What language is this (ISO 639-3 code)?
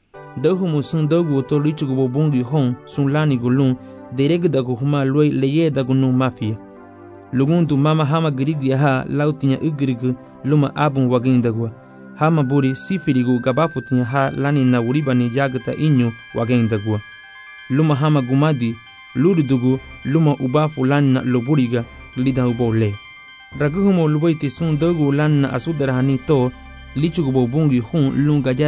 cab